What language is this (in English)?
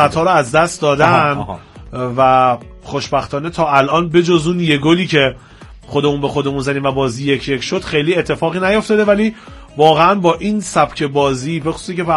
Persian